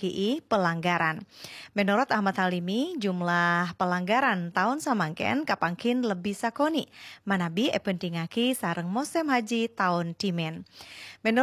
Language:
Madurese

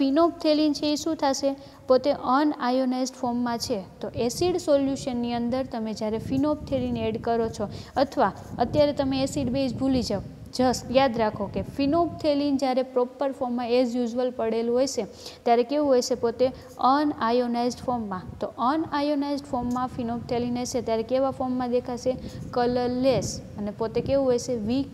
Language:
Gujarati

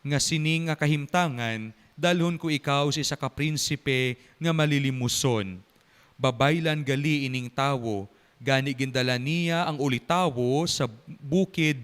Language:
Hiligaynon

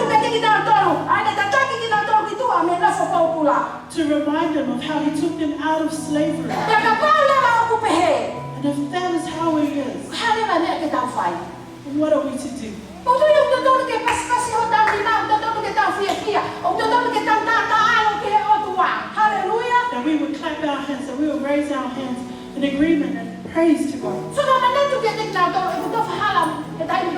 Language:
Tongan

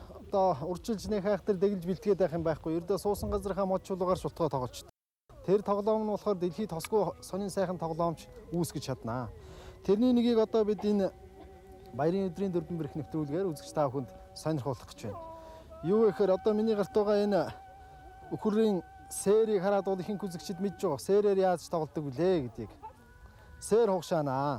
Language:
Mongolian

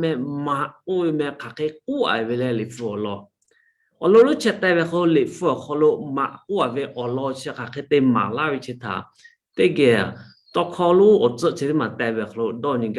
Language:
Lahu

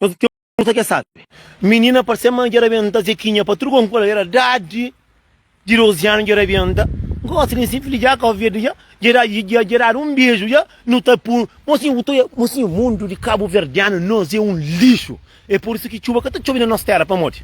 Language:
Kabuverdianu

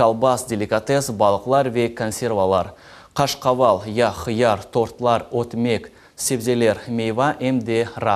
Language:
Crimean Tatar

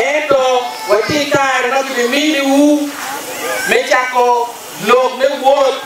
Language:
Acoli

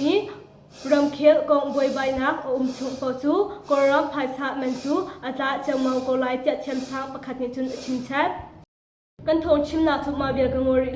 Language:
Hakha Chin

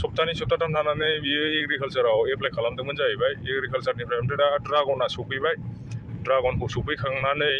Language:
Bodo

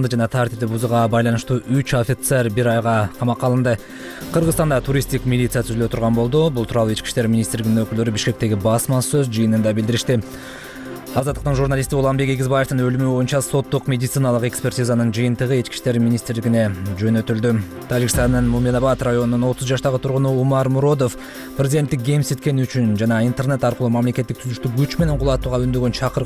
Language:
Kyrgyz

